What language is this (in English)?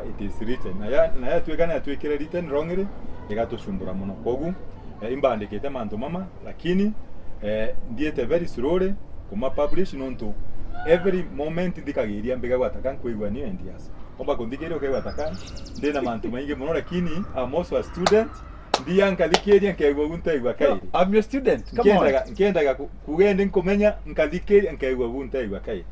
Meru